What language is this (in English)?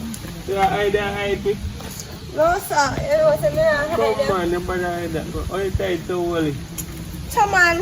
Jamaican Creole English